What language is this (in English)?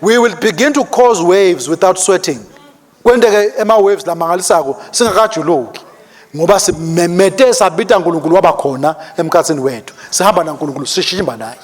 Swati